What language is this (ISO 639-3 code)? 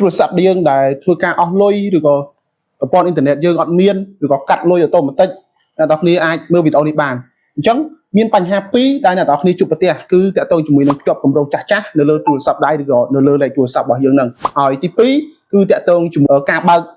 khm